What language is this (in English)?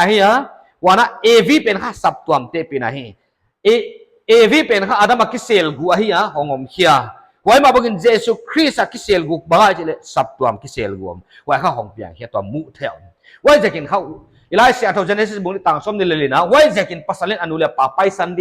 Paite Chin